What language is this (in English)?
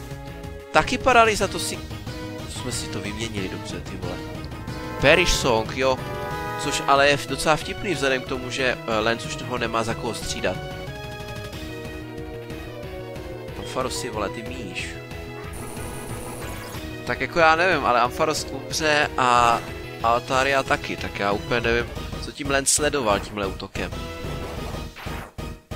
Czech